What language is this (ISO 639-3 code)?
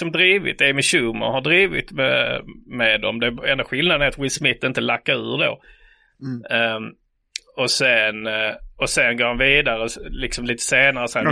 swe